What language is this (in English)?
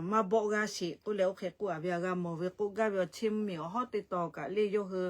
Lahu